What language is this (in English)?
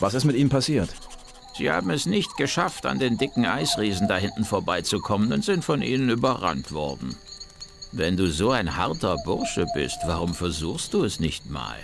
Bavarian